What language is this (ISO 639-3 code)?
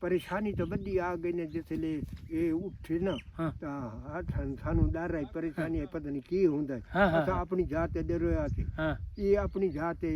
skr